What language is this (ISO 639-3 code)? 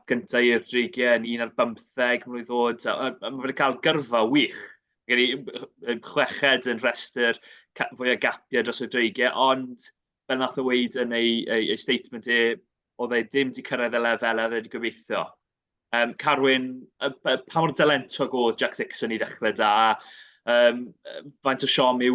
cym